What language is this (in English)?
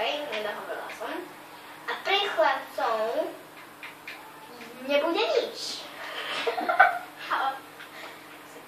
Slovak